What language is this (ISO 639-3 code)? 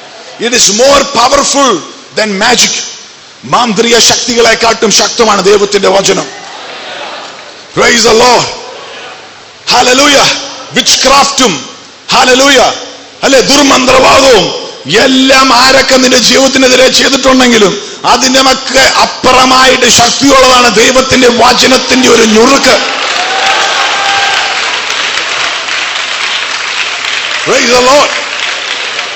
mal